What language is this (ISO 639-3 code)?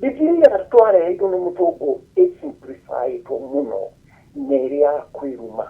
kik